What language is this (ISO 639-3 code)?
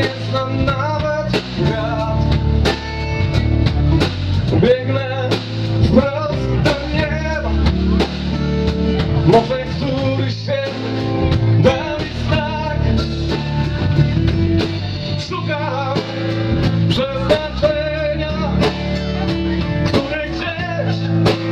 pol